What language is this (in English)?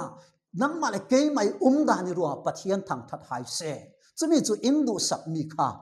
Falam Chin